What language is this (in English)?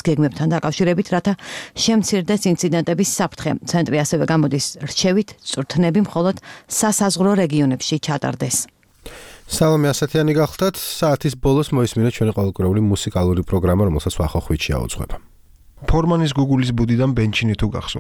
Georgian